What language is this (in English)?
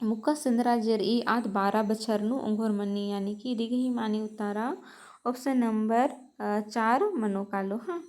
Kurukh